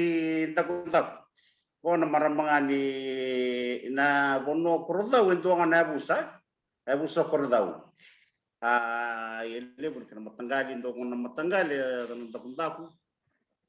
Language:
Fijian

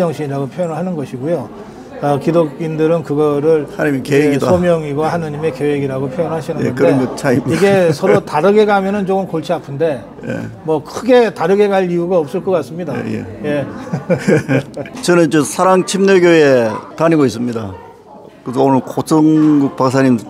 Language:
Korean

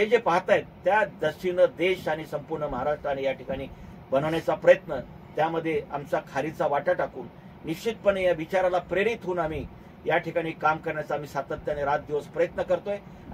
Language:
Marathi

